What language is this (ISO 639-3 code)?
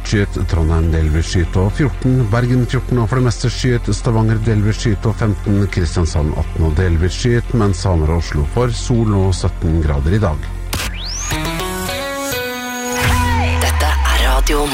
nor